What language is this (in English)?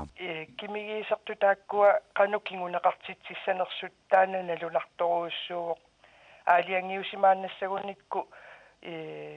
Kalaallisut